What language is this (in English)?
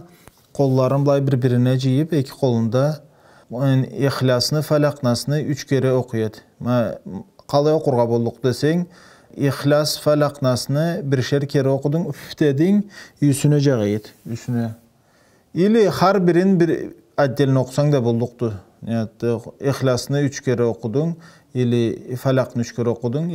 Karachay-Balkar